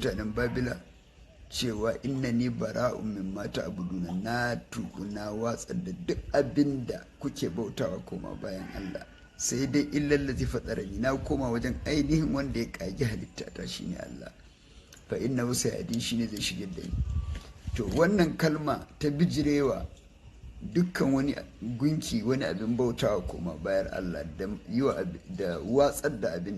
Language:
Hausa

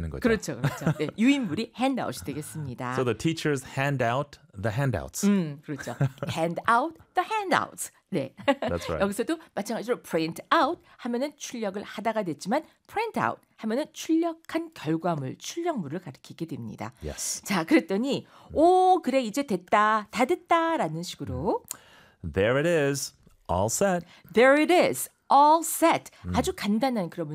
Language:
Korean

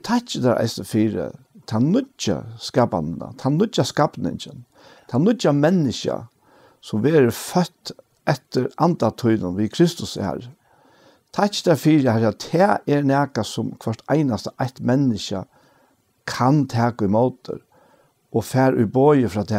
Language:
Faroese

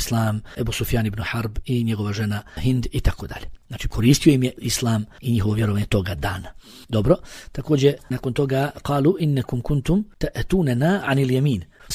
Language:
Bosnian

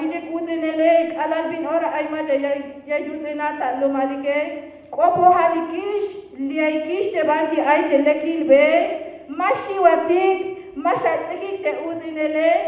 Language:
Tzeltal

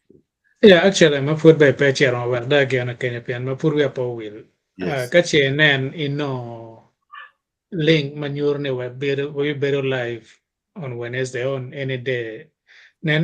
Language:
Acoli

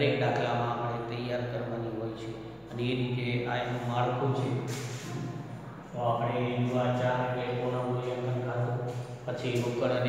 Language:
Gujarati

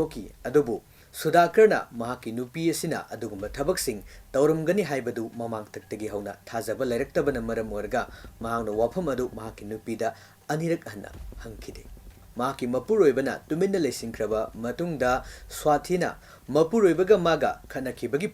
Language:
Manipuri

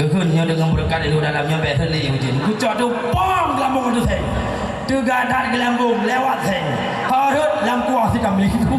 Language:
Achinese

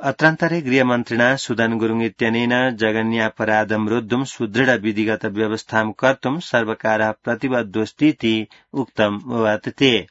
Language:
Sanskrit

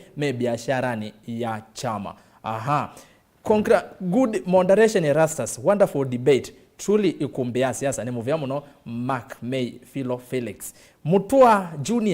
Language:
Kamba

